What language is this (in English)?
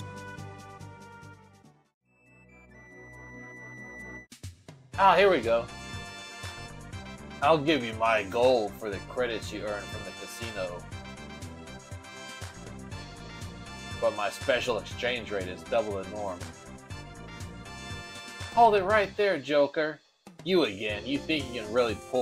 English